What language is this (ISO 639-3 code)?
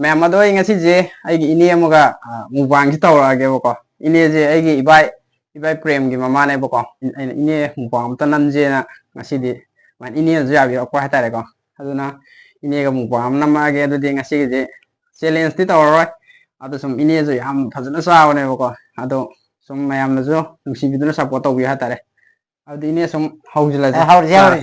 mni